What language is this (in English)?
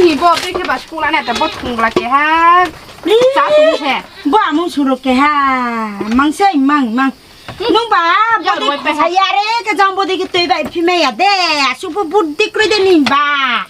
Riang (India)